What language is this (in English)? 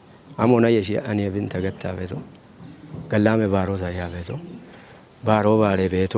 Kafa